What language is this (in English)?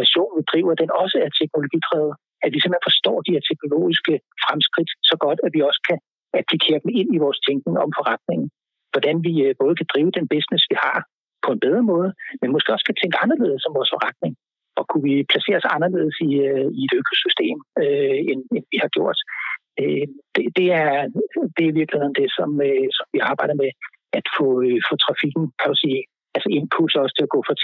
Danish